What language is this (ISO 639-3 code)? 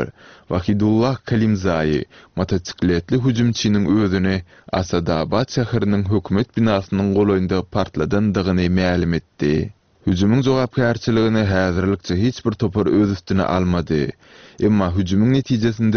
tuk